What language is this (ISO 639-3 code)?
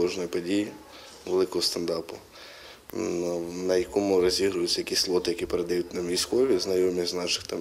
ukr